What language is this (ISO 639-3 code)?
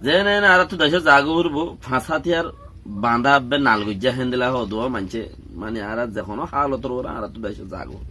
rhg